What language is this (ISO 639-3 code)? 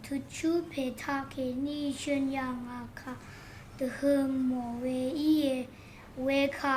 raw